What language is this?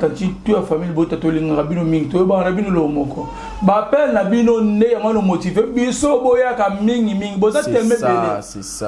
Lingala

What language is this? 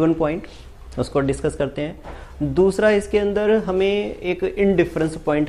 Hindi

